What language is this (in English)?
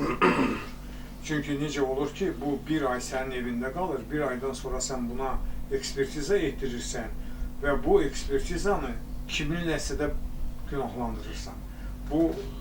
Azerbaijani